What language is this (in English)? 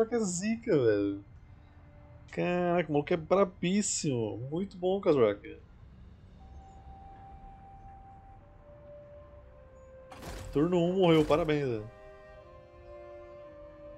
Portuguese